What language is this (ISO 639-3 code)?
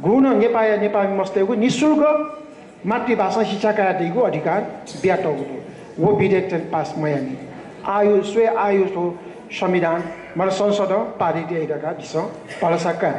new